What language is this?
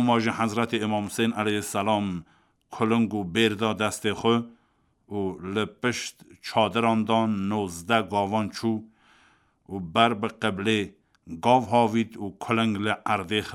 Kurdish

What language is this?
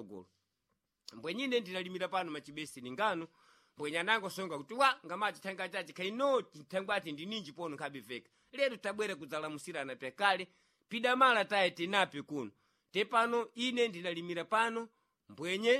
Sena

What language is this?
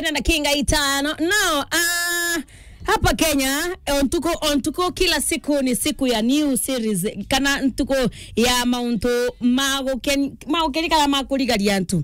Meru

